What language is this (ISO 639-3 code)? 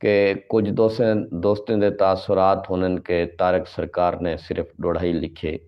skr